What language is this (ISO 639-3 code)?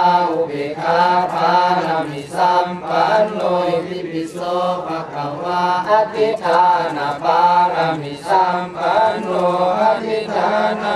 pli